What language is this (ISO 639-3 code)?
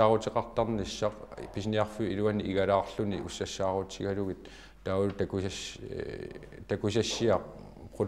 kal